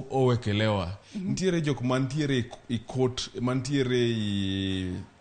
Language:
Luo (Kenya and Tanzania)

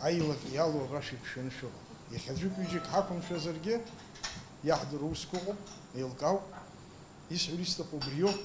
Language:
Abkhazian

